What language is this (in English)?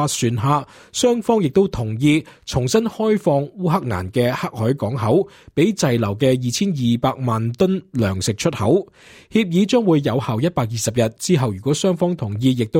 Cantonese